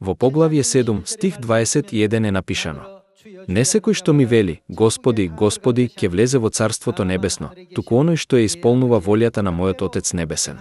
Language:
Macedonian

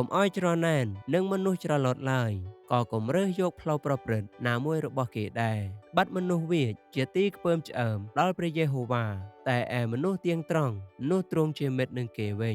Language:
Khmer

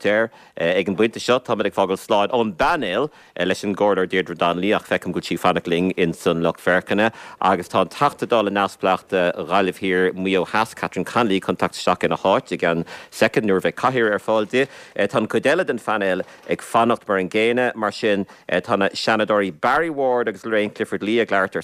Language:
Irish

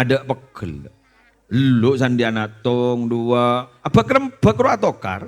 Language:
Madurese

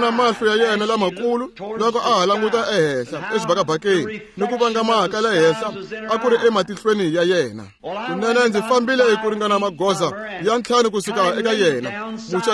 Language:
Tsonga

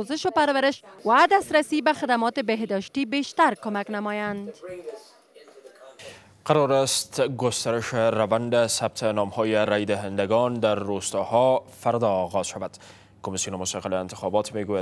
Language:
Persian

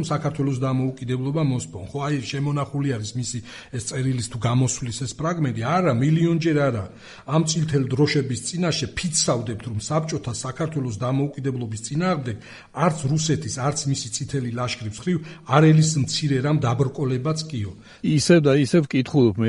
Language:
Georgian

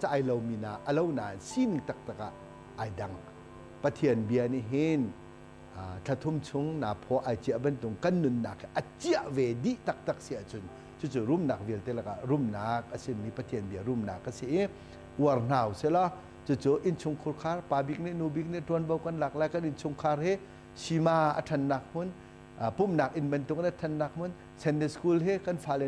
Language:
Hakha Chin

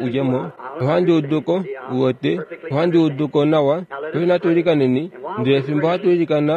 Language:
Kuanyama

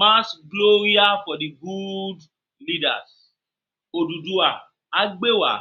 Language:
Yoruba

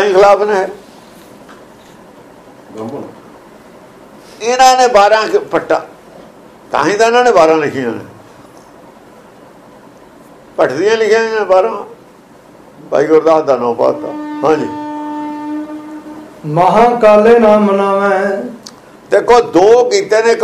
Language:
Punjabi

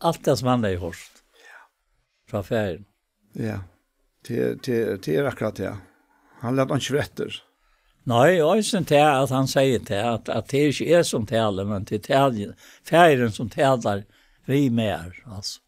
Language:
Faroese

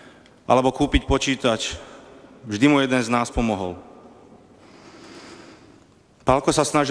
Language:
Slovak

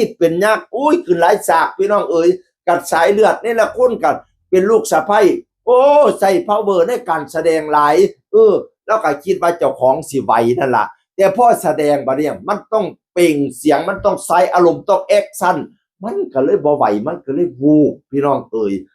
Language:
Northeastern Thai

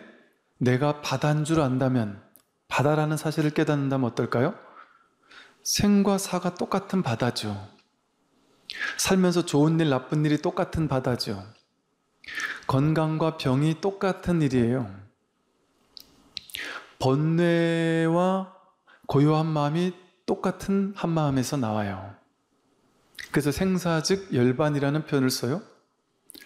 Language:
Korean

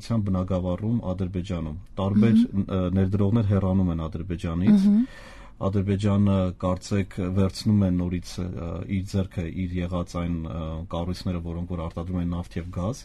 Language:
Armenian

